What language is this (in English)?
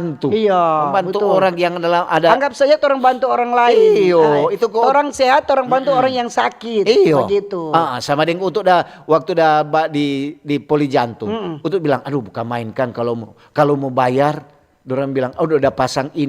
Manado Malay